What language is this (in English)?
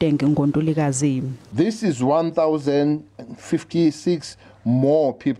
Zulu